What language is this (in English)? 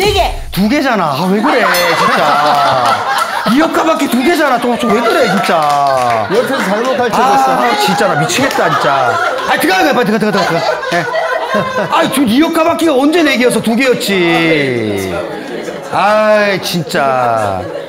Korean